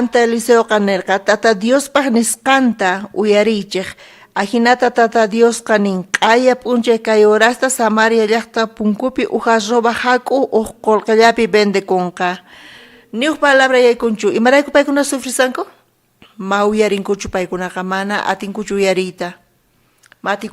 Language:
South Bolivian Quechua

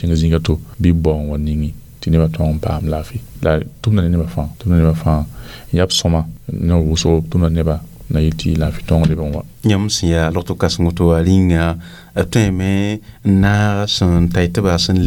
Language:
Mossi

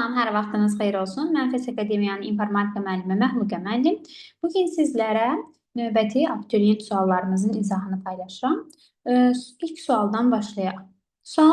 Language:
Azerbaijani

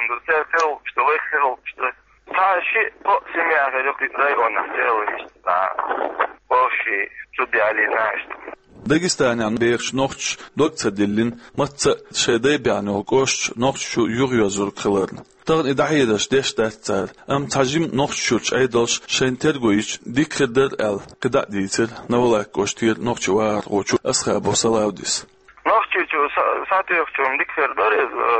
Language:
Chechen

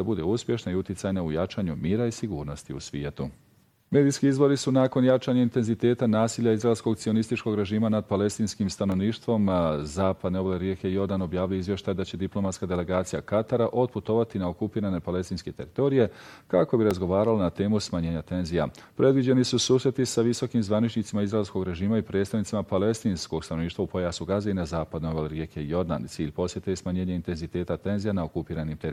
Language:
Bosnian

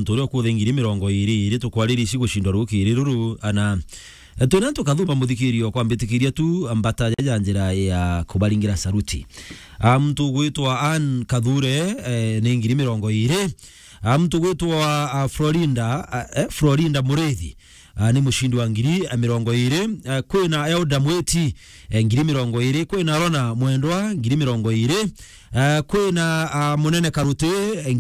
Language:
Meru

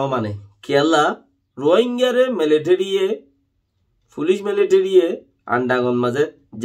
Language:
Rohingya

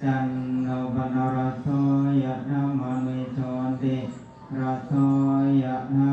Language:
Pali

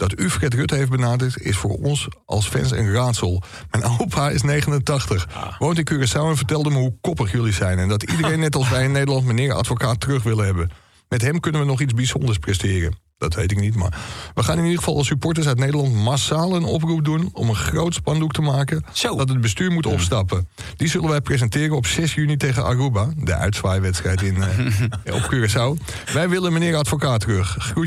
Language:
Dutch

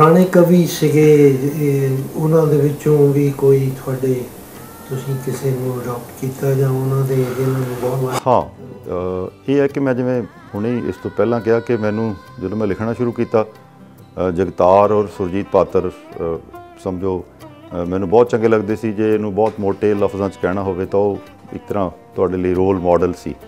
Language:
Punjabi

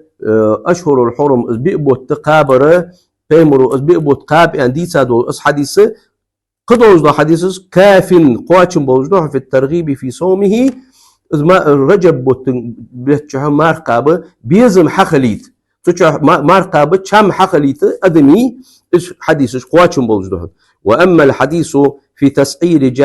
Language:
Ingush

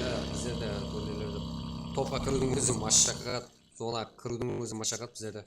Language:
Kara-Kalpak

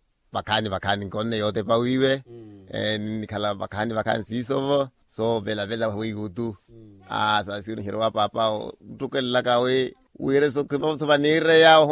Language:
Makhuwa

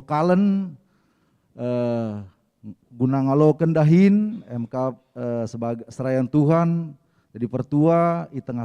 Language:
Batak Karo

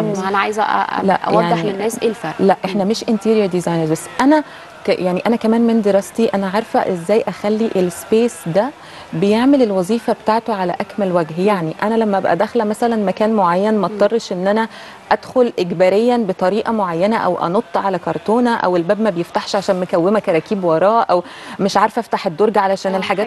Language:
Egyptian Arabic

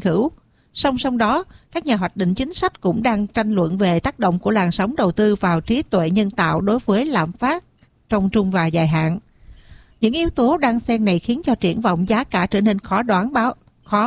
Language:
Vietnamese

